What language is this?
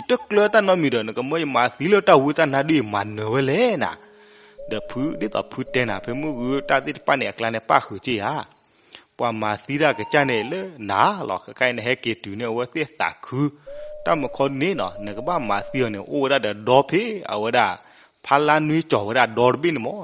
S'gaw Karen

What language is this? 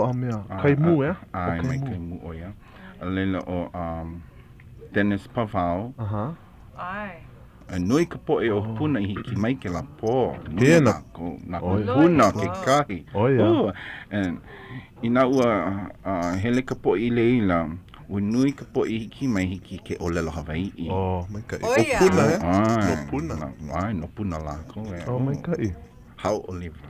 Hawaiian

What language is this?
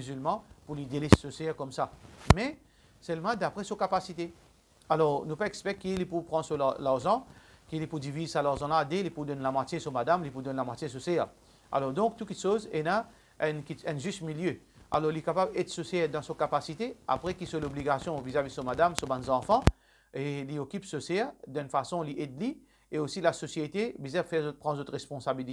Morisyen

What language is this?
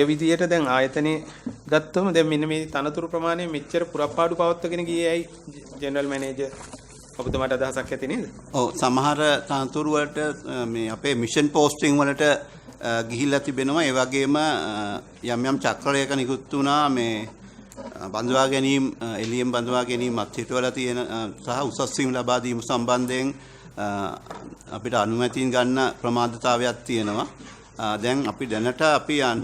Sinhala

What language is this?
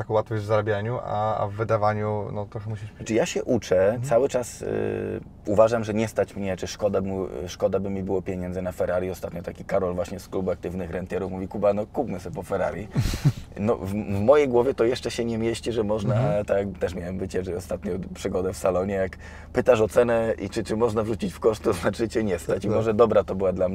Polish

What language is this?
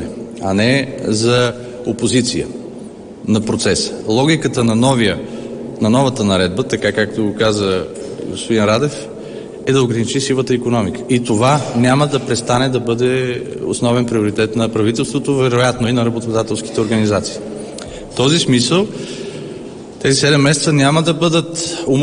Bulgarian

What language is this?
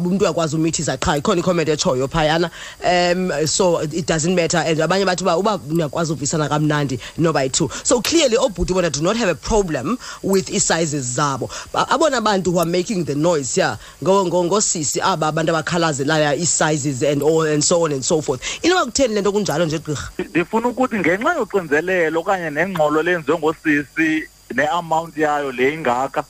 Xhosa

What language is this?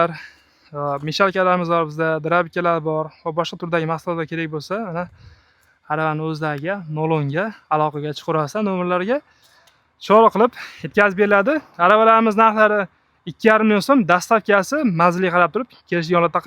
Uzbek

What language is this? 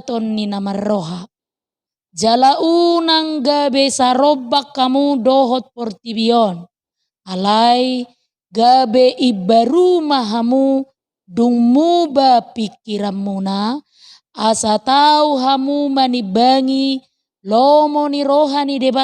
Batak Toba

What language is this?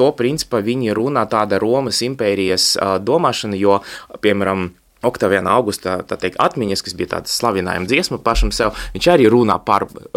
Latvian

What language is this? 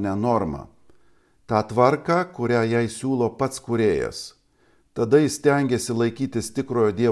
Lithuanian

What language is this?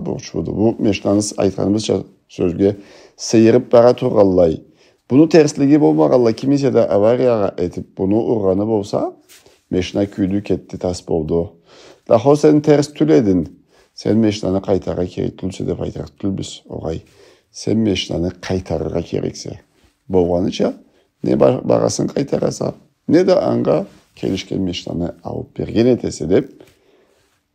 Karachay-Balkar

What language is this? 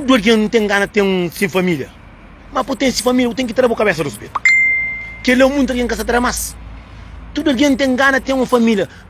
Kabuverdianu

